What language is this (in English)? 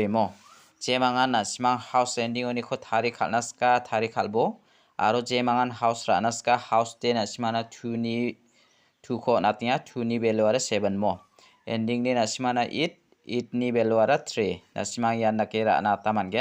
Garo